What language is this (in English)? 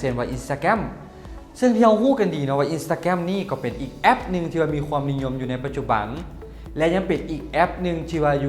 Lao